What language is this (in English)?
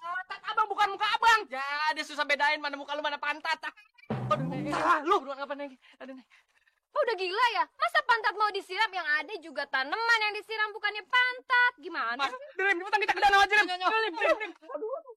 Betawi